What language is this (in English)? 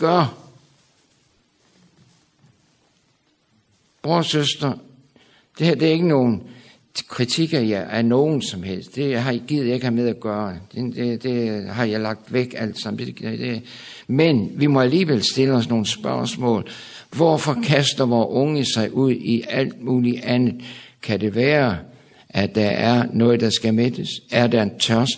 Danish